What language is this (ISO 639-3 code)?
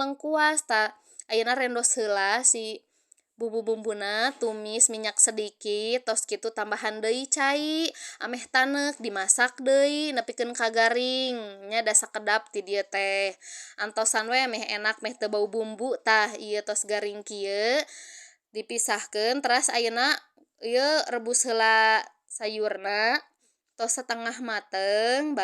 sun